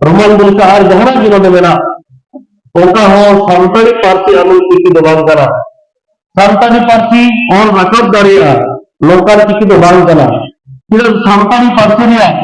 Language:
Santali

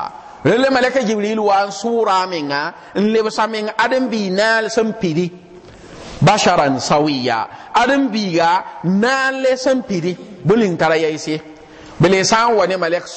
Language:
Mossi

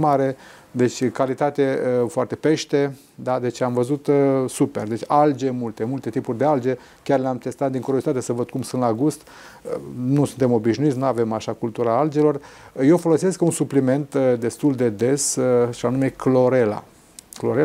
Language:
Romanian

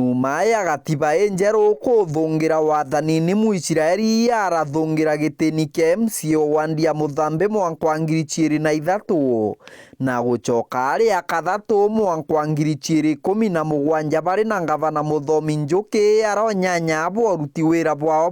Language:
Meru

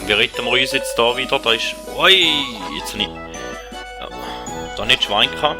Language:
Swiss German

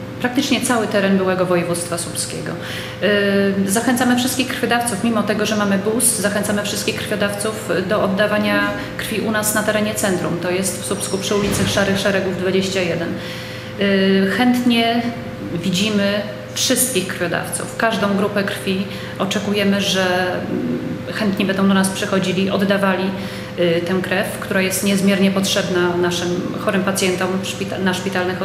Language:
Polish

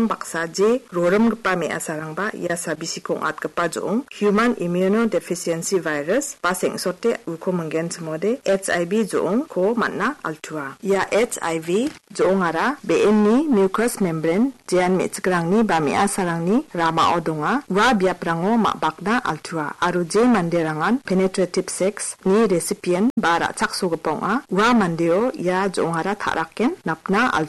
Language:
Garo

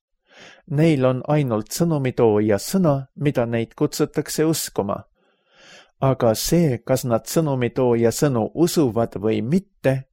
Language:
Estonian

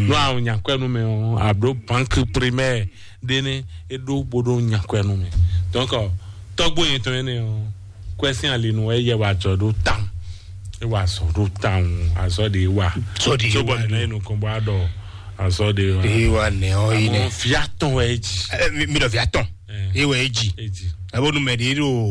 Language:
Fon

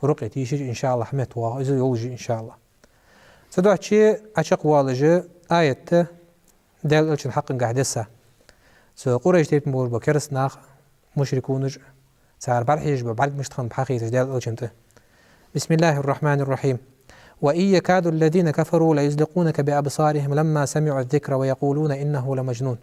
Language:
Ingush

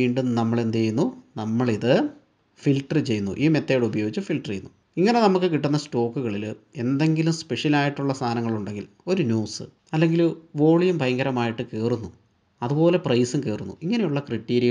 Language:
Malayalam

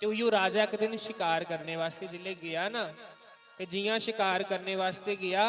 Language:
Dogri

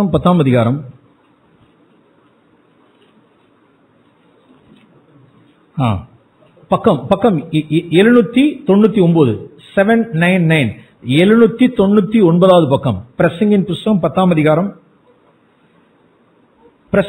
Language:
Tamil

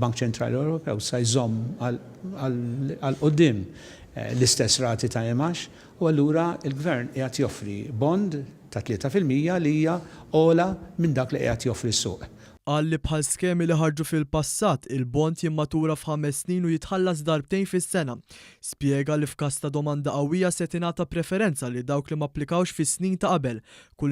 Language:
Maltese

